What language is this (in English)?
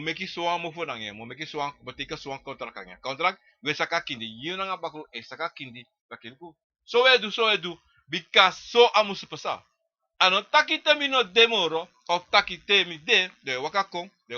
Sranan Tongo